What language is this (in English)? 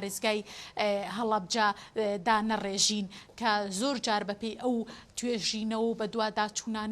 Central Kurdish